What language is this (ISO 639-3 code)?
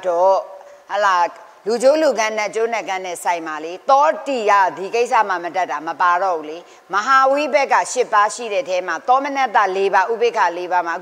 mya